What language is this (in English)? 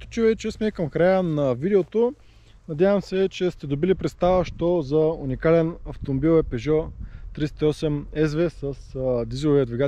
Bulgarian